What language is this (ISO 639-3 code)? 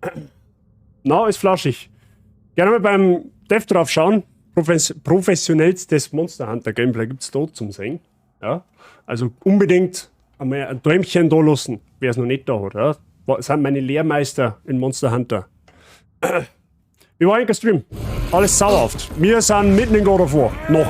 bar